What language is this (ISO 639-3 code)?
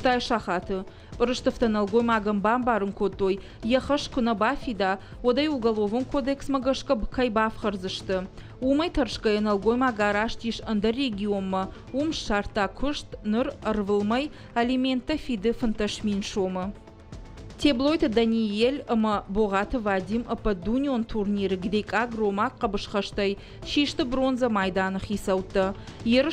oss